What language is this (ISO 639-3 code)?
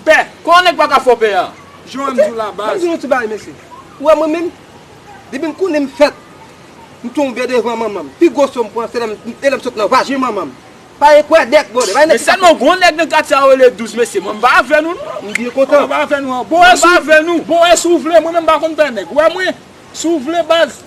hat